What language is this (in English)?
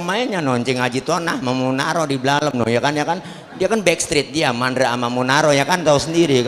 Betawi